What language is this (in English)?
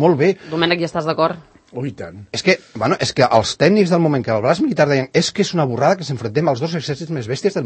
Catalan